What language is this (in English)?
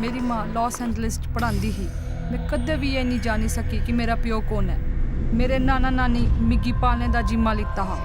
Dogri